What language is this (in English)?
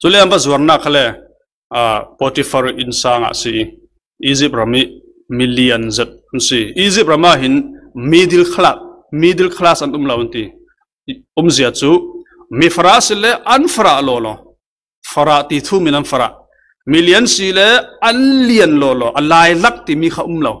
Falam Chin